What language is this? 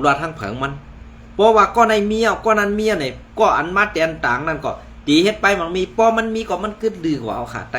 Shan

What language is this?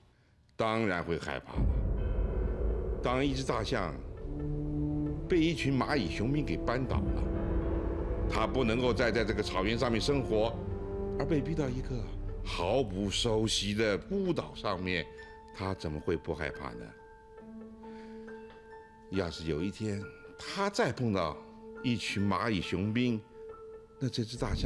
Chinese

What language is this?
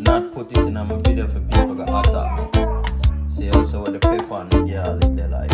Jamaican Creole English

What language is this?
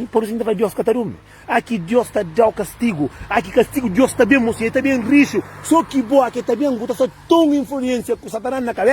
Kabuverdianu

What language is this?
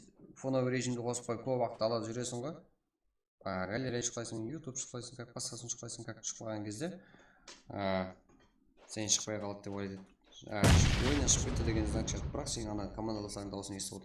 Kara-Kalpak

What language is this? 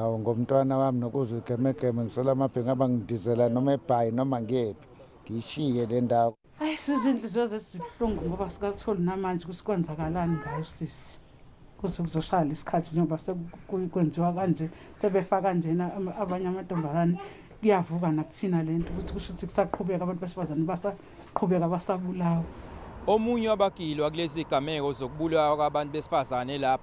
Zulu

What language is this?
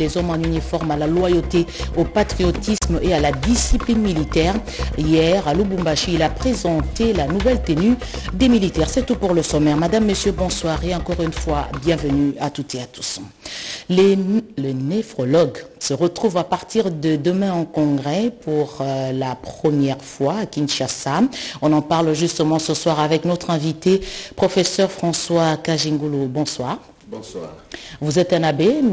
French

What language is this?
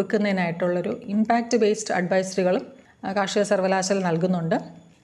Malayalam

